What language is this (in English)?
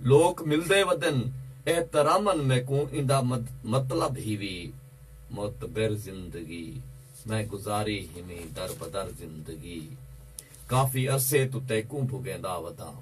Saraiki